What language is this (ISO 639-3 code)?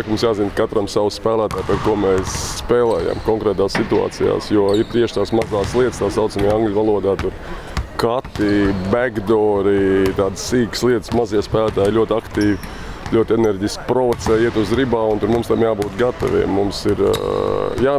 lav